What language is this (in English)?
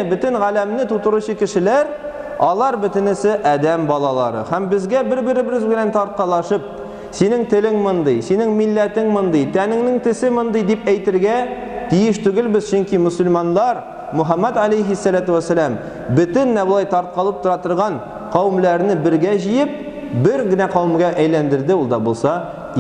Tatar